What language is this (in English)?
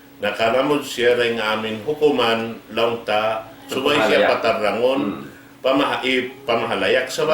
Tausug